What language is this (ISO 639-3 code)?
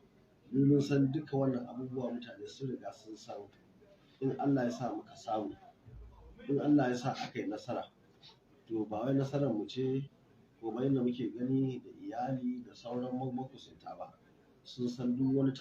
hau